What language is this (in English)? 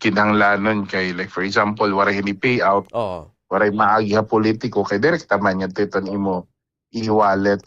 Waray